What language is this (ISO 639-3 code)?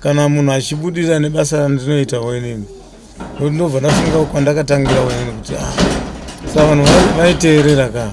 sna